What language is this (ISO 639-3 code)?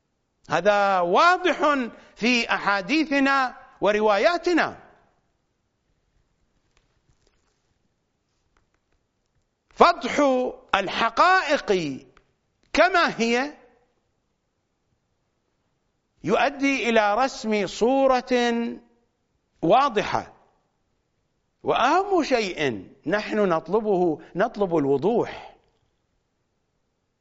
ara